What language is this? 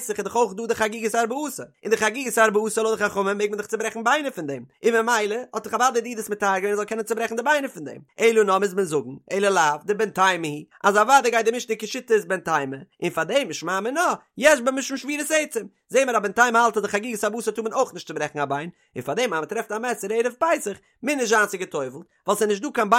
Yiddish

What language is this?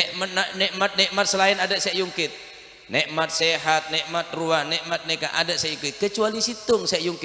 Madurese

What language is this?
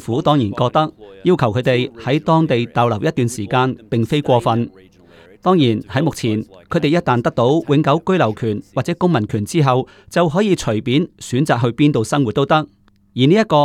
Cantonese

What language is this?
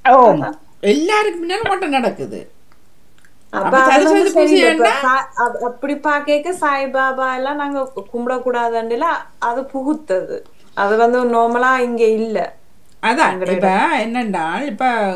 Tamil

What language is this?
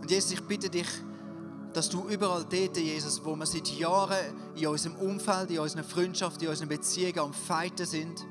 Swiss German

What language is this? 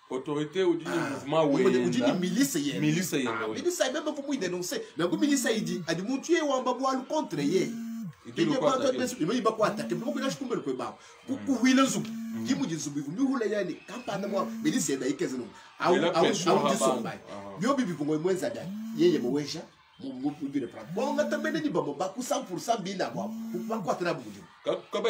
Luba-Lulua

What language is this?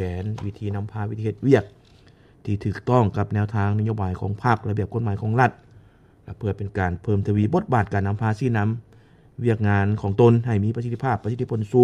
Lao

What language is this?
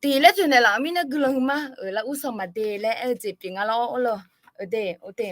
Akha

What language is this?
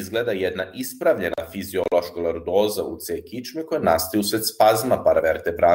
Serbian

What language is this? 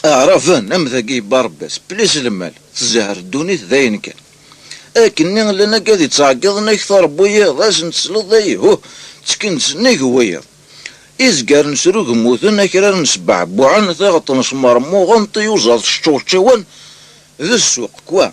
Kabyle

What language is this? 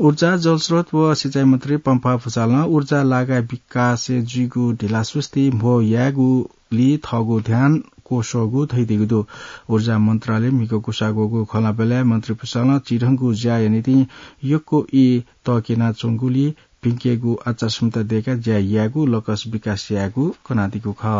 Newari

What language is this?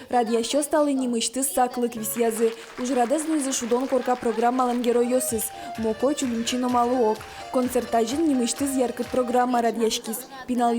Udmurt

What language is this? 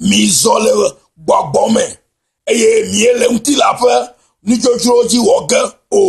Ewe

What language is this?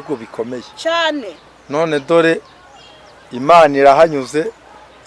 Kinyarwanda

